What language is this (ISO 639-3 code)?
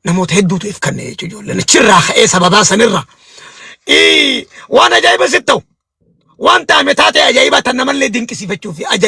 orm